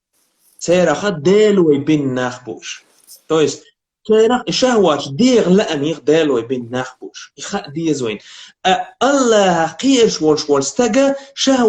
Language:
Chechen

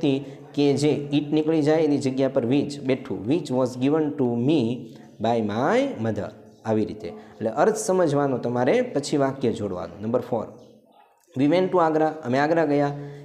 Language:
Gujarati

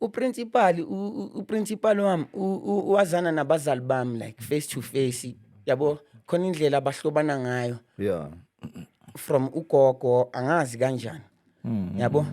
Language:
Zulu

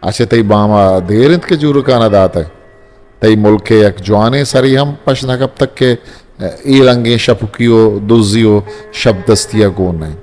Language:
Eastern Balochi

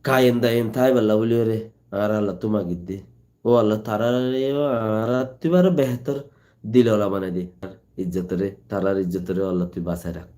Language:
Rohingya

